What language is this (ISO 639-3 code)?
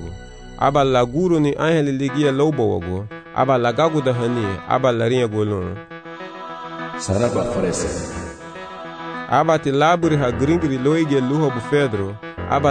cab